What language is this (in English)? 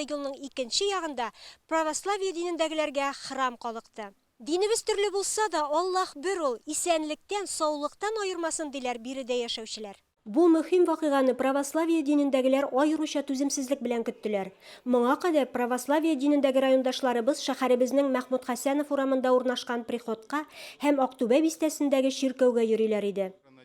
Tatar